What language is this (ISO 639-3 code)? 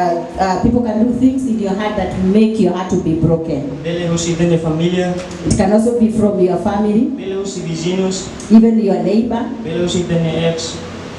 tet